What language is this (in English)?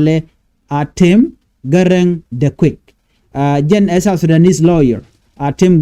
Nuer